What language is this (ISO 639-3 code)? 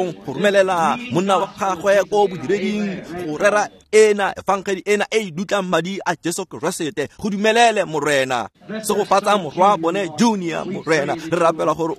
tsn